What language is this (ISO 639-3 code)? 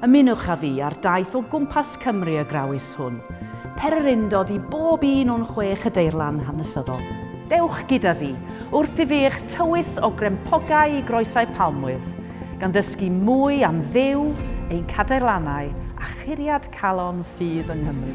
cym